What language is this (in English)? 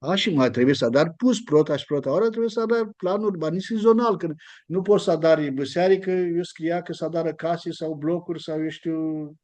Aromanian